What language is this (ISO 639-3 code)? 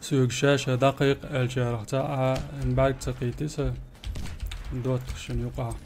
che